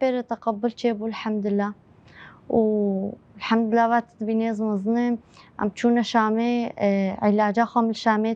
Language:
Kurdish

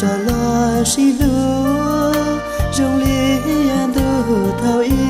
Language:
Hmong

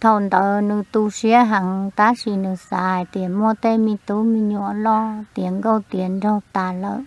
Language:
Hmong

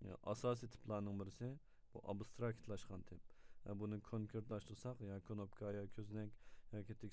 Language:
Uyghur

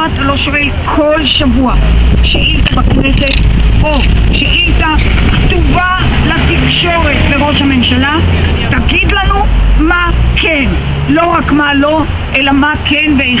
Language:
Hebrew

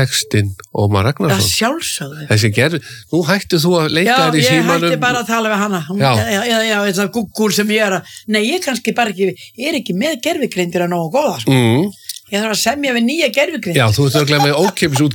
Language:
Icelandic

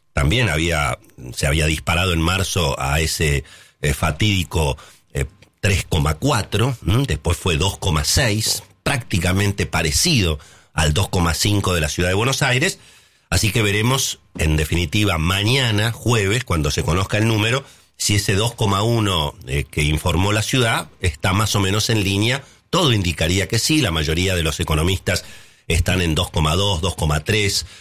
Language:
Spanish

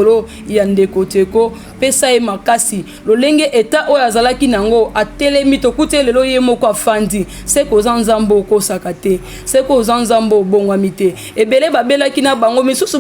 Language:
Lingala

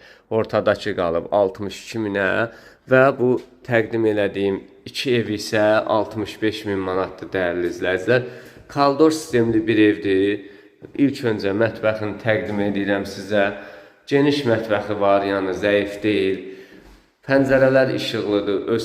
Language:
Azerbaijani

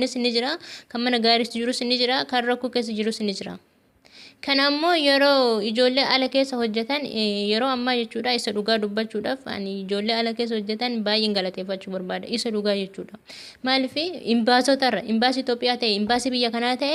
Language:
Oromo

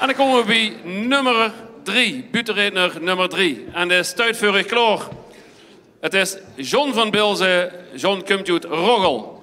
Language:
Limburgish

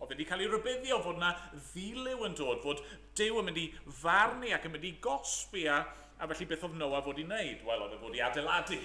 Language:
Welsh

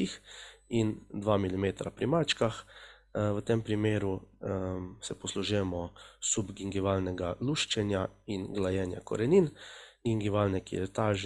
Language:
Slovenian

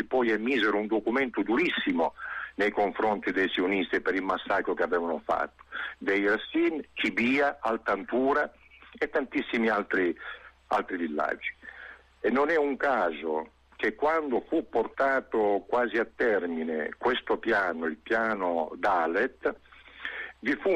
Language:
Italian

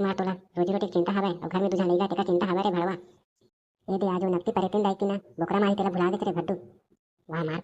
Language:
Chhattisgarhi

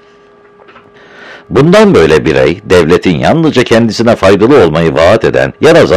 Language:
Turkish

